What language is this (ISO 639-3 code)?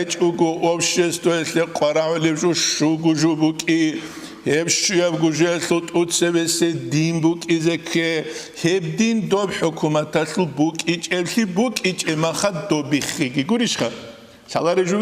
ava